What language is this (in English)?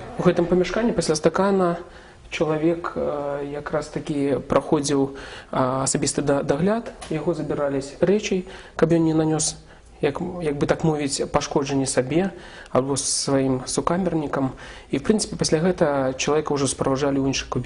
Belarusian